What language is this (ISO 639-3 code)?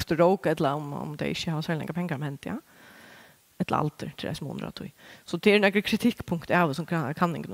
fao